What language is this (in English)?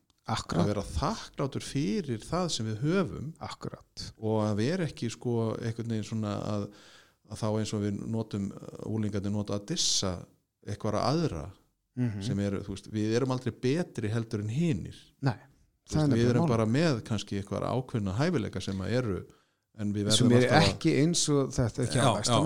Icelandic